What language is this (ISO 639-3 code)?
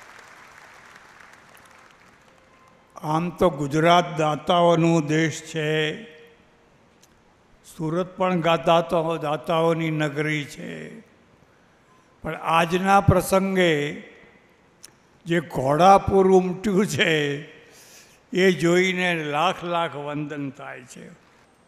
guj